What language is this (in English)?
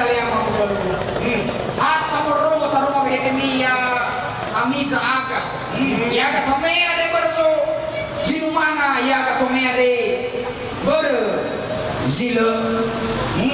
Nias